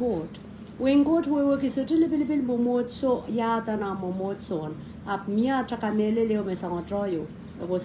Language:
Pohnpeian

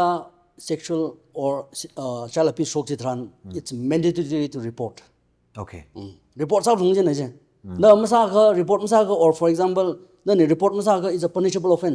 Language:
Tangkhul Naga (India)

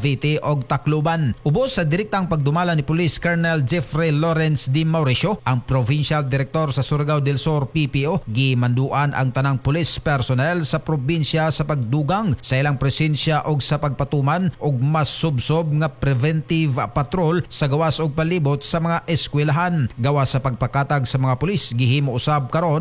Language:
Cebuano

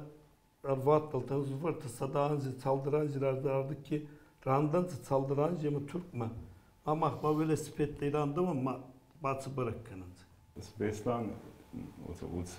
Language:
Ossetic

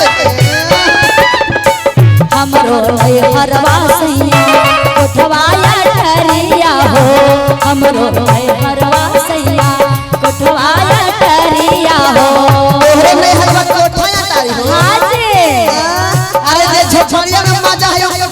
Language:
Magahi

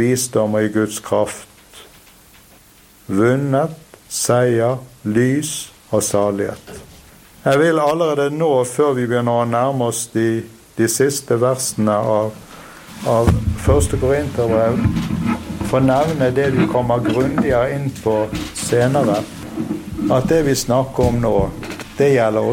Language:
Norwegian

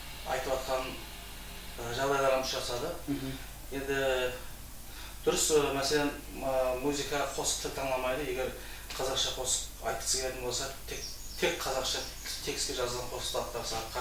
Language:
Kara-Kalpak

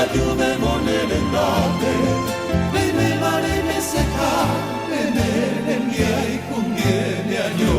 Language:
Guarani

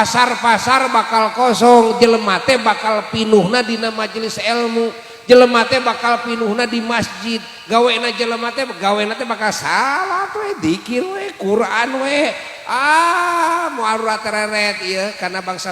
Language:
Sundanese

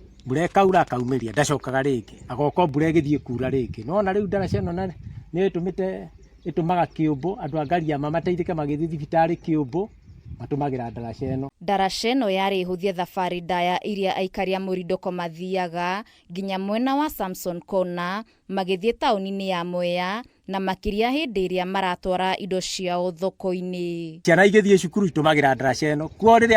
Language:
Kikuyu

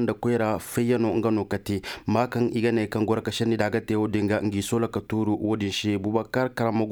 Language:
Koyraboro Senni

